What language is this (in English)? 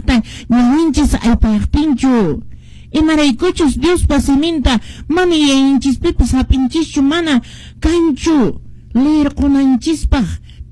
Quechua